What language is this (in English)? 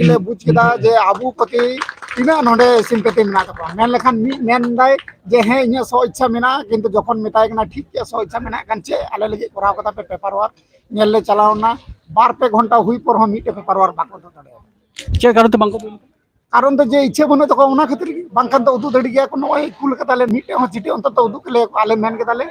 Santali